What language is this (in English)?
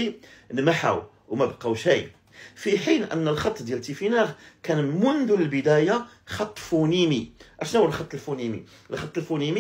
Moroccan Arabic